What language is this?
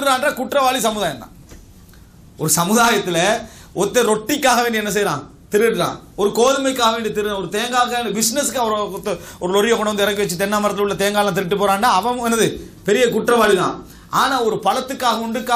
Tamil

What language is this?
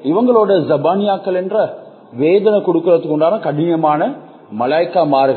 Tamil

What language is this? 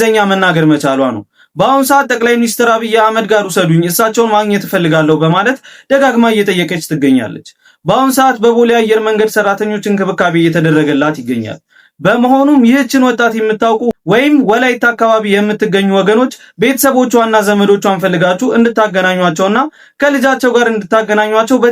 Amharic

